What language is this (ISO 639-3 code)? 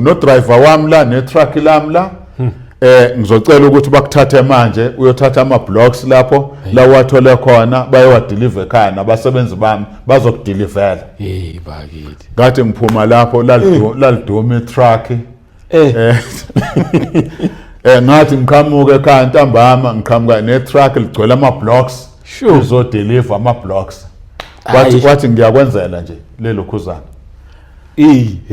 zul